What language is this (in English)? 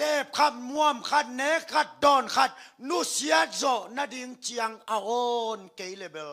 Tedim Chin